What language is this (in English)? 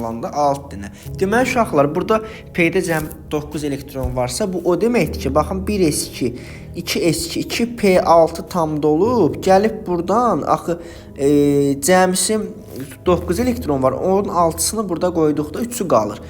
Azerbaijani